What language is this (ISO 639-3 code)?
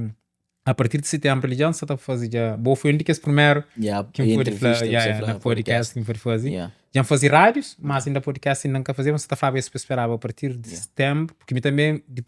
kea